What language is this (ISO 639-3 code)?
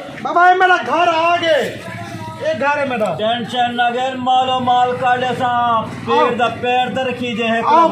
skr